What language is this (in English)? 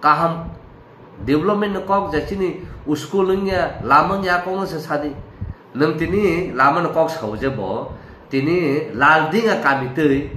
Kok Borok